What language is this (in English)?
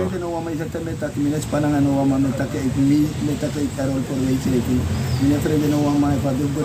Sranan Tongo